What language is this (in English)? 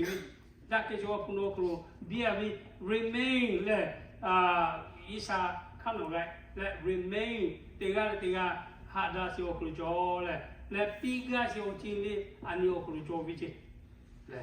Lahu